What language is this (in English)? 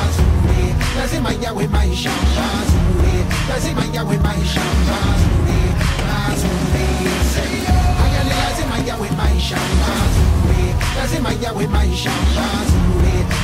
Swahili